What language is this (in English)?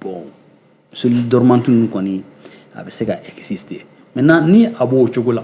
Bambara